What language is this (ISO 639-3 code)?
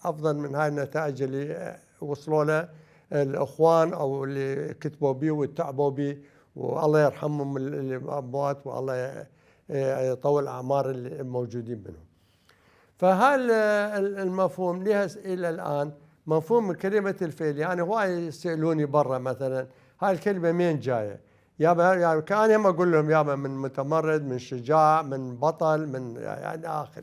acm